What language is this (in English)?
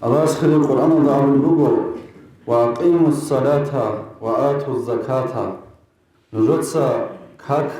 Avaric